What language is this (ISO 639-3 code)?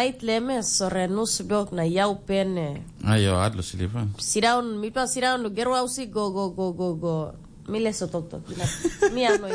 tpi